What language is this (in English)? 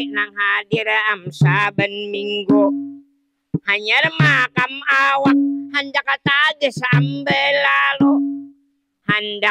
Banjar